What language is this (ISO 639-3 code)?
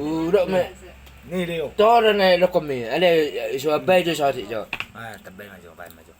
bbc